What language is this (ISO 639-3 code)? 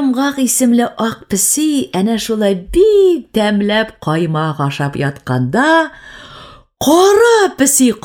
tat